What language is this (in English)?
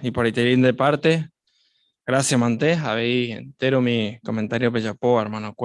Guarani